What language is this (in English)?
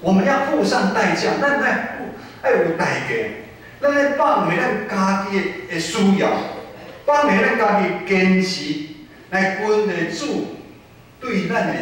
Min Nan Chinese